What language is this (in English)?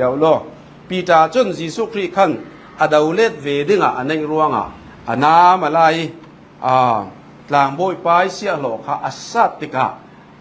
Falam Chin